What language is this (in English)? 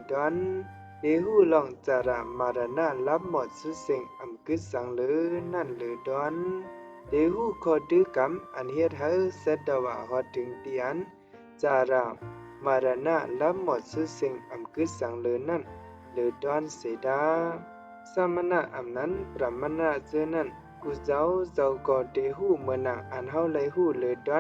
Shan